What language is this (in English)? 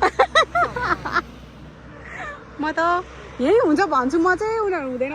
Nepali